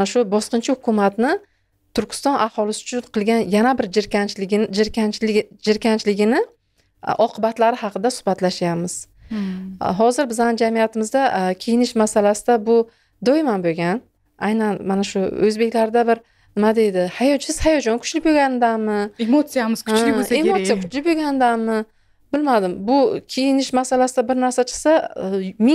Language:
Uzbek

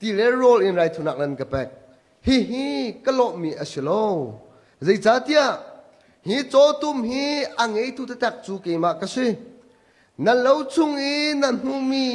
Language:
Hakha Chin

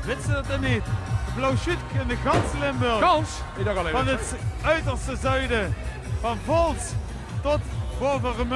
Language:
Limburgish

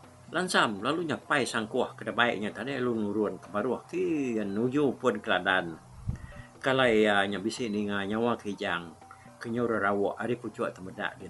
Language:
Iban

